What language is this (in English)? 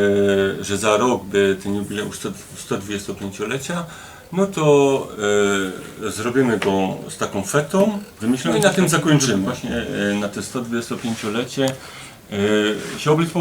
Silesian